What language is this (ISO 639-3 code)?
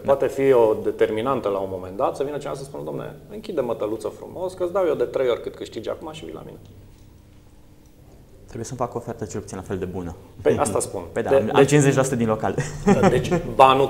ron